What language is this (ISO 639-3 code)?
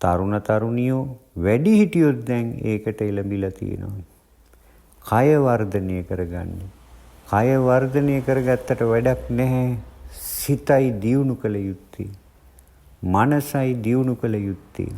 sin